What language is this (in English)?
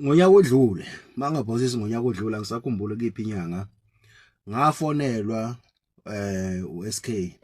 Zulu